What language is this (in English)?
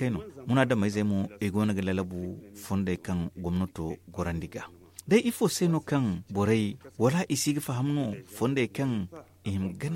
Zarma